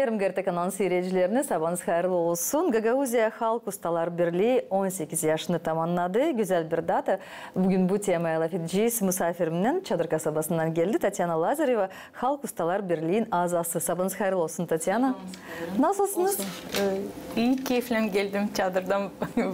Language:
Gagauz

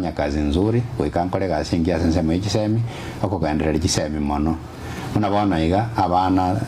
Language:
Gusii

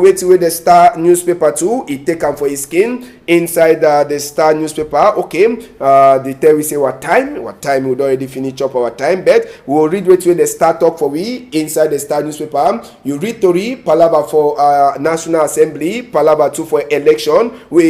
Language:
Cameroon Pidgin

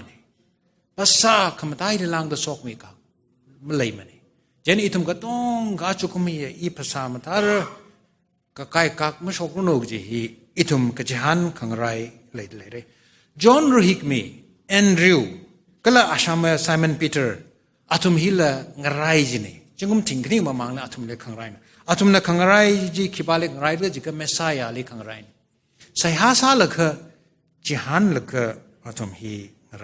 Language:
Tangkhul Naga (India)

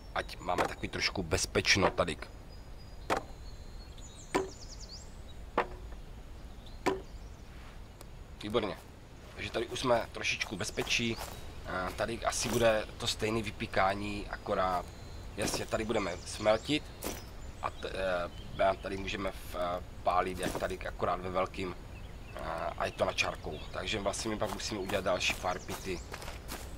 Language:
Czech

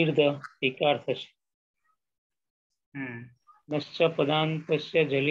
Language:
Gujarati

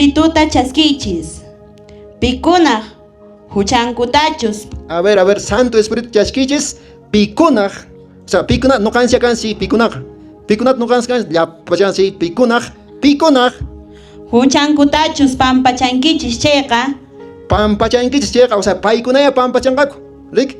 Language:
Quechua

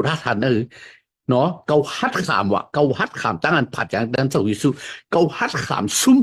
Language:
Shan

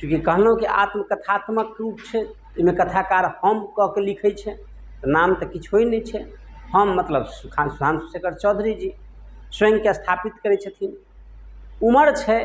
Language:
Maithili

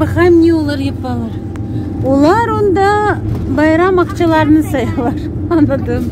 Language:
Crimean Tatar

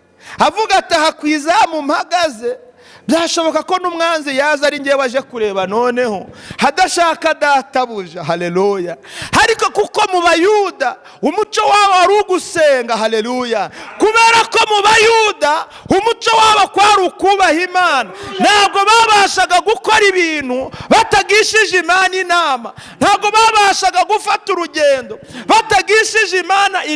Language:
Kinyarwanda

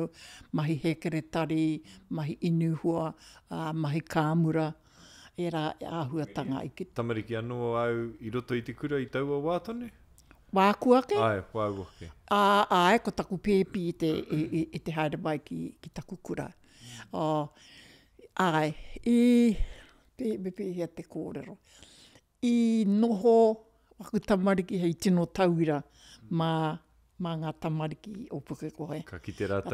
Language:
Māori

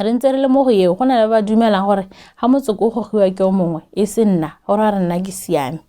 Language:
Tswana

